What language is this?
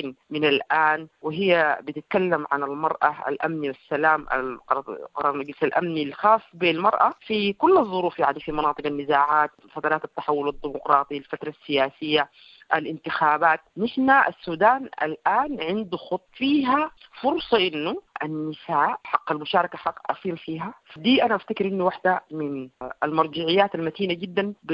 Sudanese Arabic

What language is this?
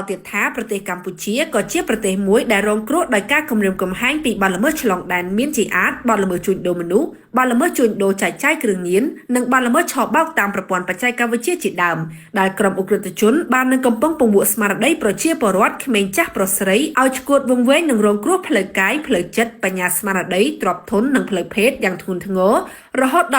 Khmer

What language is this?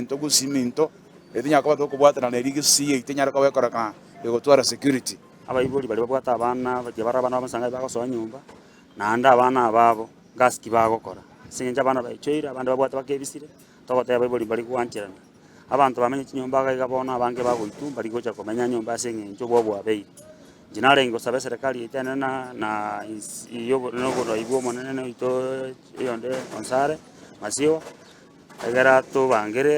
Gusii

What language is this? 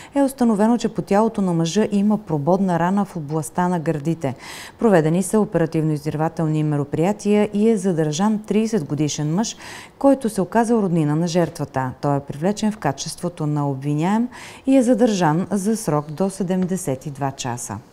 Bulgarian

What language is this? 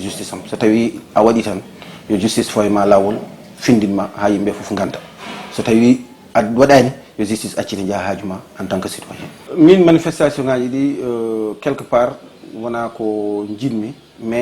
Fula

